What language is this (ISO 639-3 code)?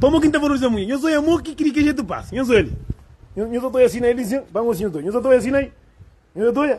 kea